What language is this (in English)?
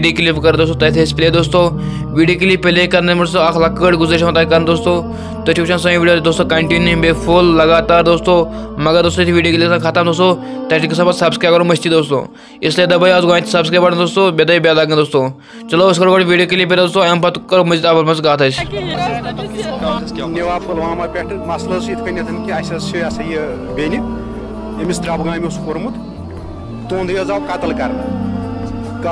Kashmiri